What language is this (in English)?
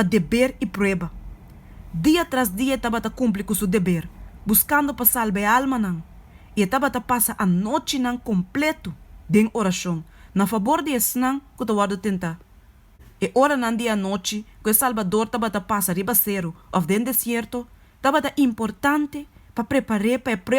Papiamento